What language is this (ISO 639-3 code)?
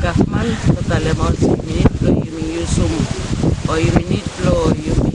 bis